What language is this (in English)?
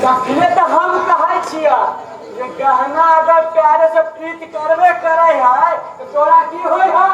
Maithili